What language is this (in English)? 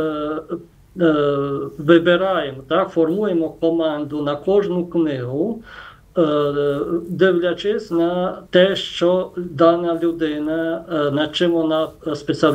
Ukrainian